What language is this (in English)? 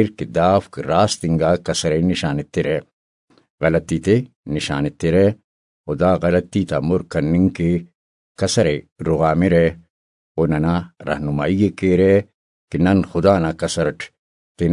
Brahui